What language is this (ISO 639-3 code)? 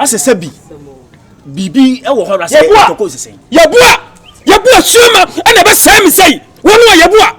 aka